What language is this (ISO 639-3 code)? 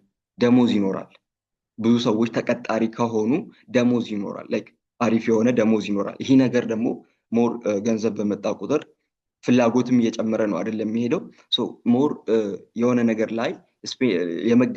amh